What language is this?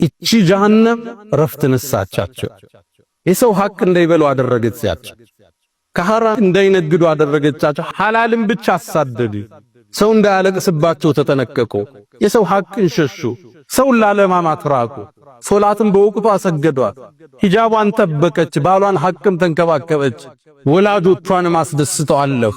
Amharic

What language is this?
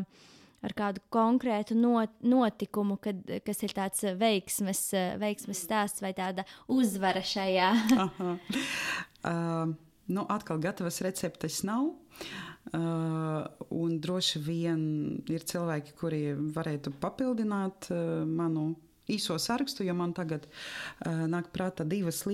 Latvian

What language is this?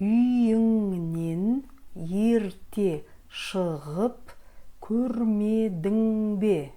Kazakh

